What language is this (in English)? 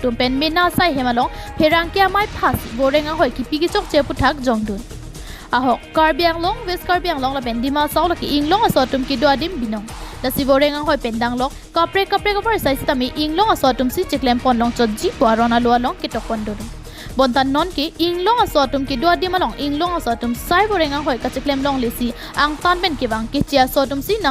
Karbi